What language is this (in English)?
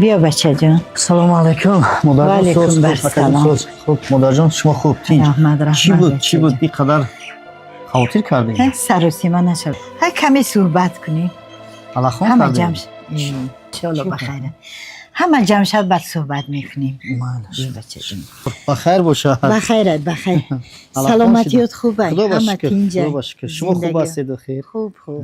Tajik